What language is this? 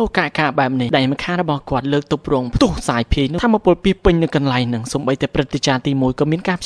Khmer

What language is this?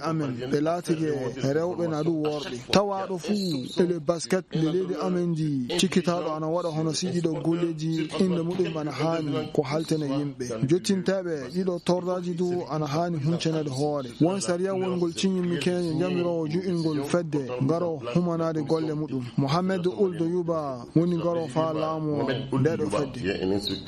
Fula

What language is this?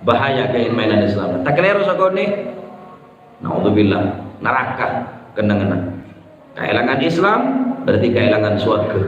Madurese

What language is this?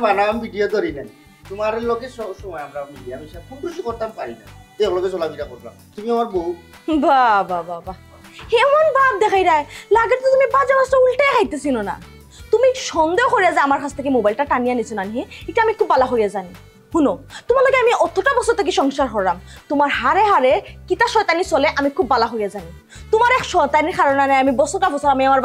Sylheti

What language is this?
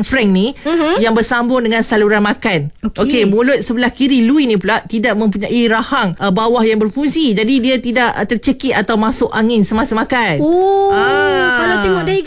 Malay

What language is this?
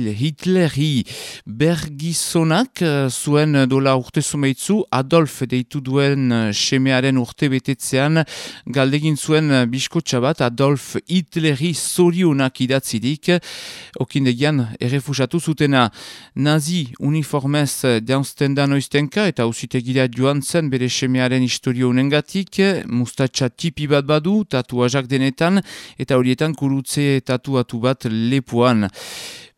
Basque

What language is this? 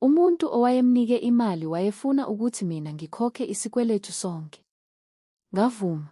Zulu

